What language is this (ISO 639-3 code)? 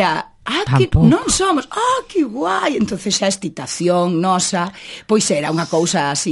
glg